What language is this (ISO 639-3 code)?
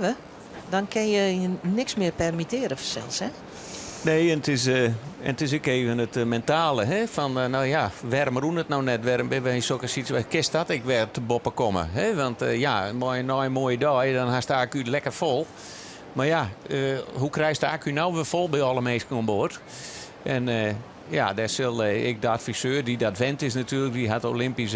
fry